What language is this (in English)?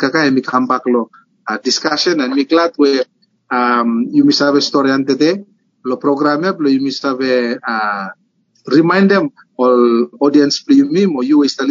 Bislama